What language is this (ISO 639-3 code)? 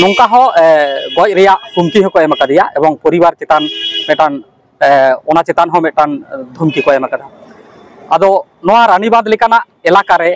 sat